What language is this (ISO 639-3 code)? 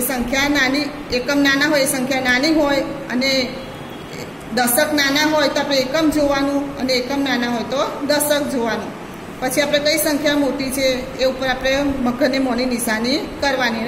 guj